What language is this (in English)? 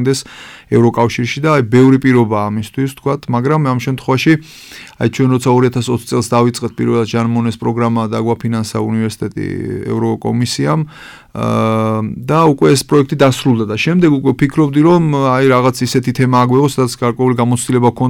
Georgian